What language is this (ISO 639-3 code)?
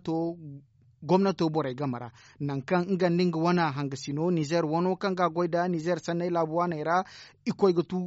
dje